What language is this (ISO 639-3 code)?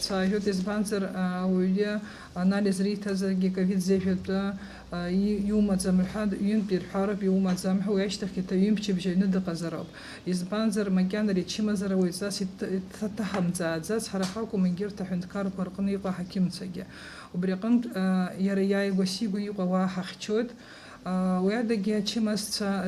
abk